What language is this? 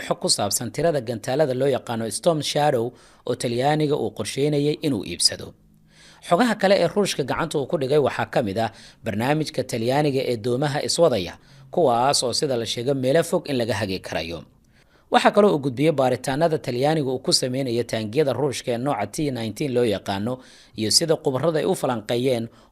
Somali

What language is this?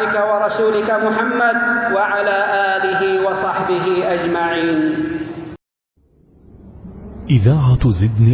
Arabic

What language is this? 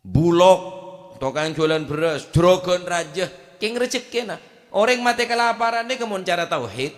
Madurese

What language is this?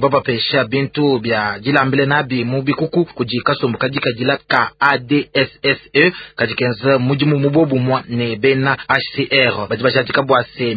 Luba-Lulua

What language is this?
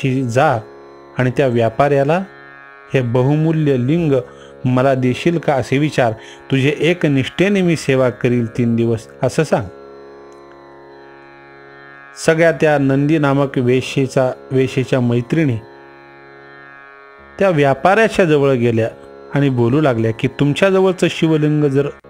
Marathi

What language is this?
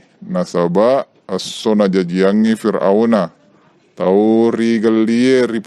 Buginese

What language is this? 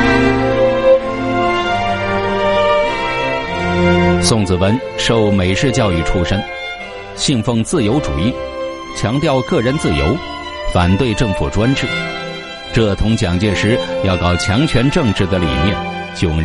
Chinese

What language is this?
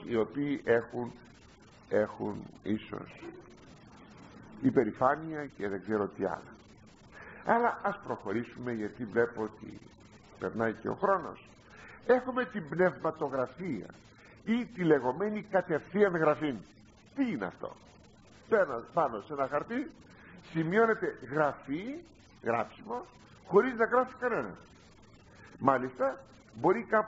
Greek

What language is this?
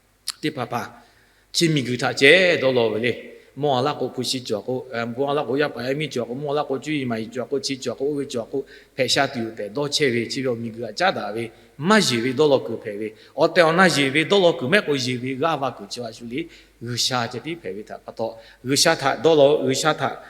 Lahu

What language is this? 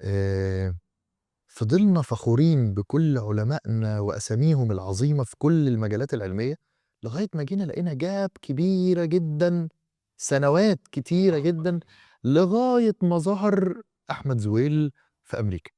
Egyptian Arabic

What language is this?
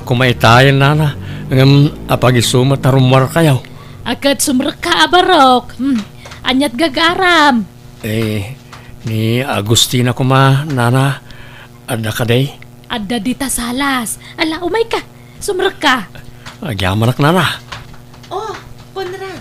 Iloko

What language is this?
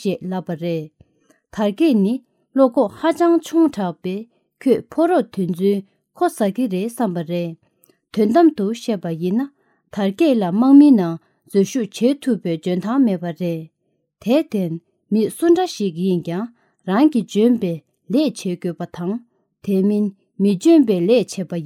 Tibetan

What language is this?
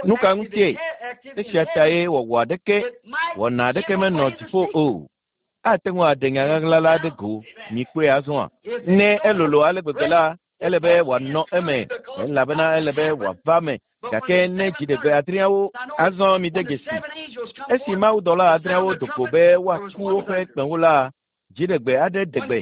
Ewe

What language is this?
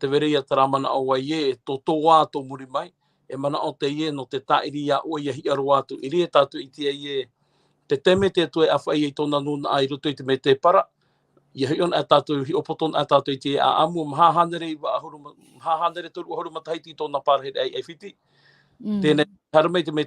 Tahitian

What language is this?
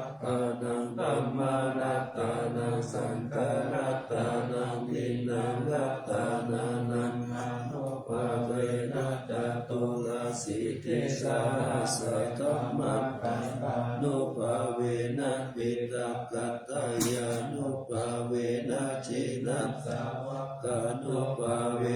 Pali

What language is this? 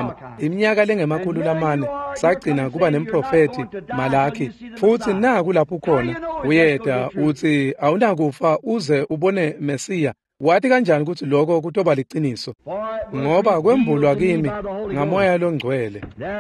Swati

